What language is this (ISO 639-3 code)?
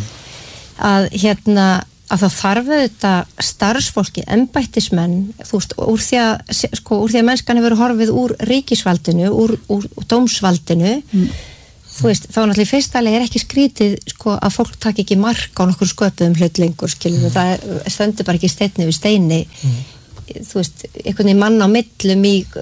isl